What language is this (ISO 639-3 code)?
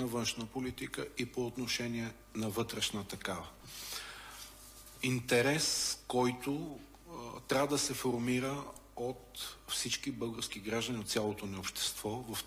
bul